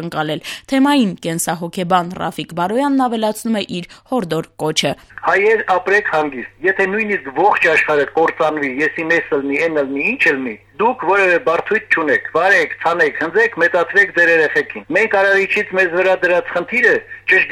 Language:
Armenian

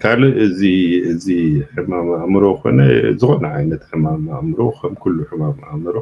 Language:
Tigrinya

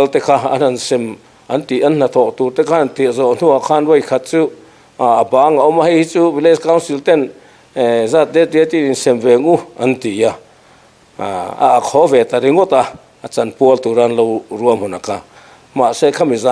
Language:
Mizo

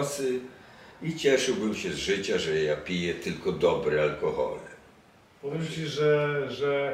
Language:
Polish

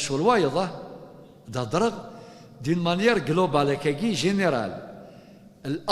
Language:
Kabyle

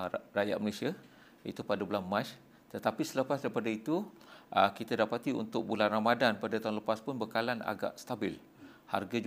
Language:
Malay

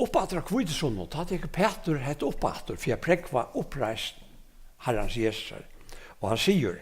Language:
Faroese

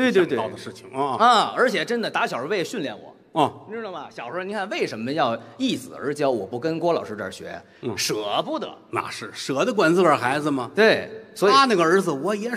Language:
Chinese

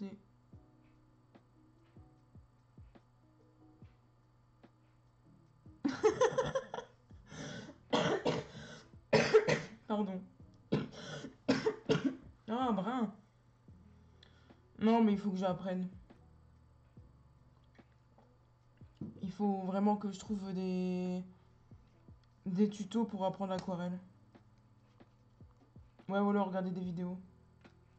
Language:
French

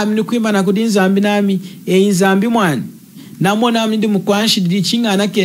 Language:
Lunda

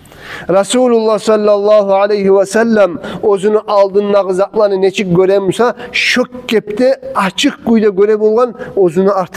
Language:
Kumyk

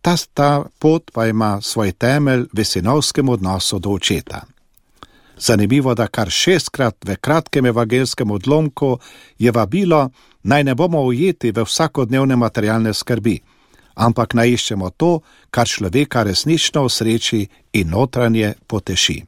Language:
Slovenian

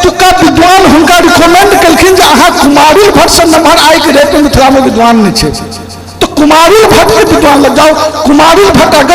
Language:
Maithili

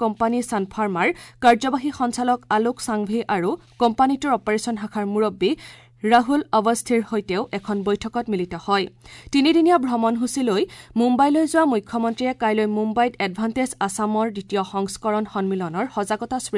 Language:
Assamese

